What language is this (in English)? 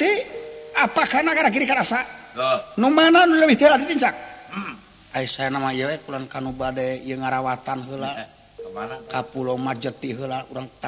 Sundanese